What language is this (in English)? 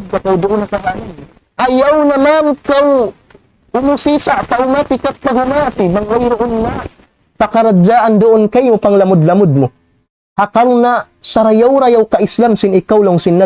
Tausug